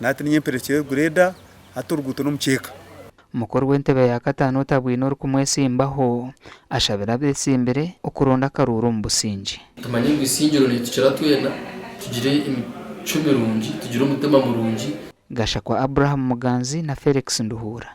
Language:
Nyankole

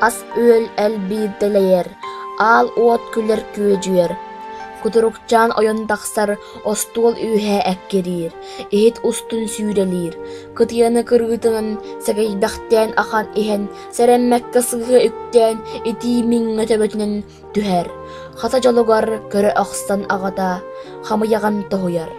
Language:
Yakut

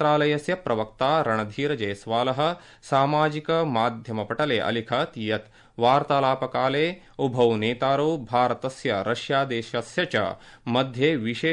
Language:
Sanskrit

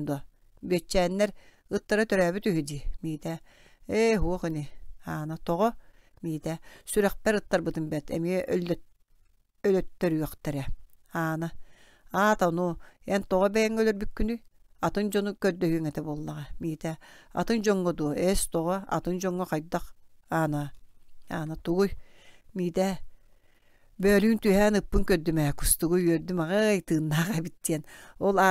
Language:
Yakut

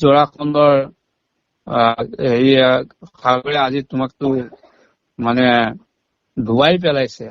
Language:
Assamese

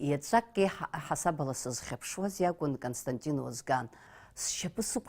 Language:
Abkhazian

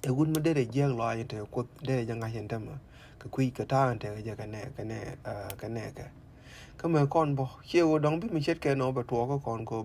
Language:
Nuer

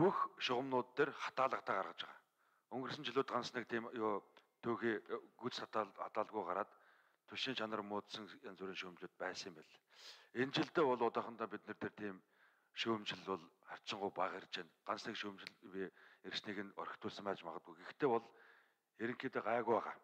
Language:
Mongolian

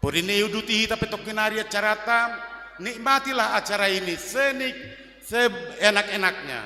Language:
Batak Simalungun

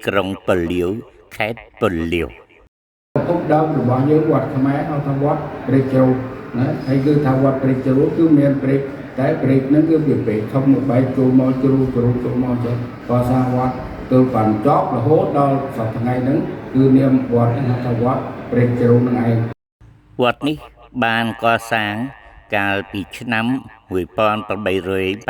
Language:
Khmer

